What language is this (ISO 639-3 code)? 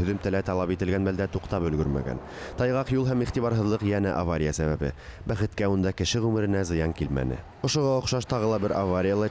bak